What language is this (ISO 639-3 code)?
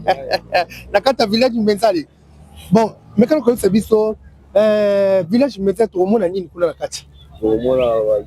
lin